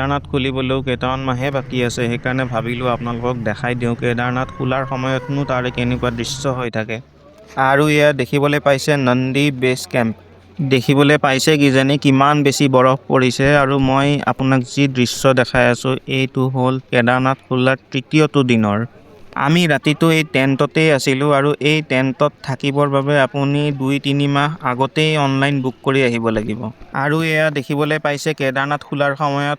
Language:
Assamese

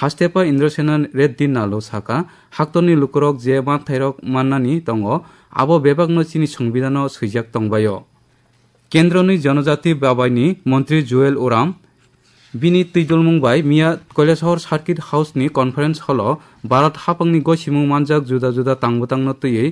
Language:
Kok Borok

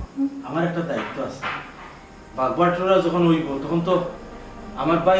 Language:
Sylheti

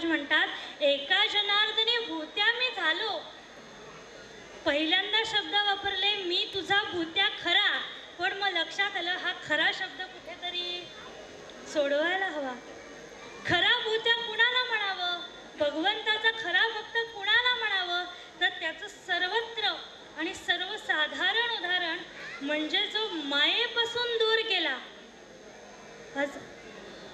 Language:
Marathi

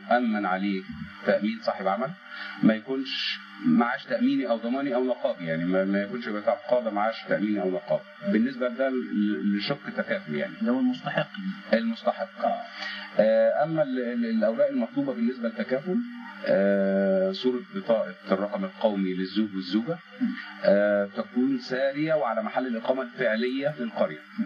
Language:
Egyptian Arabic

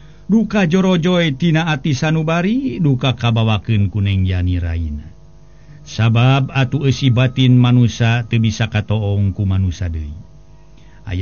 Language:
Sundanese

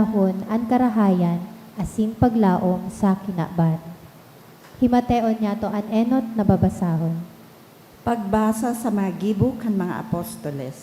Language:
Bikol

